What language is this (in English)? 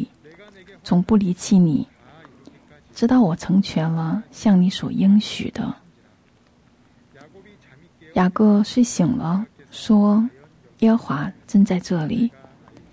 Chinese